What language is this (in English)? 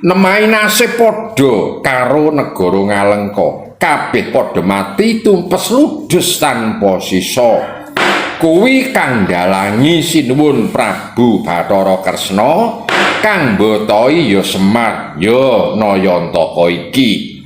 Javanese